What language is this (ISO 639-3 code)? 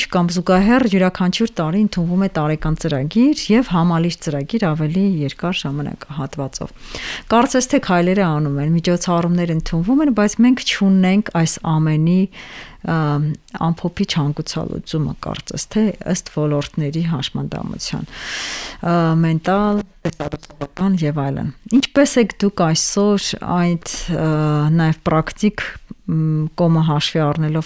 hye